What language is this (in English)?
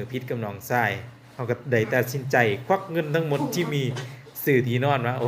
Lao